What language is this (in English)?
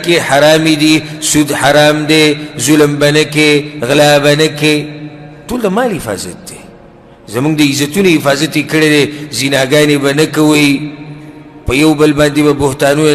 Pashto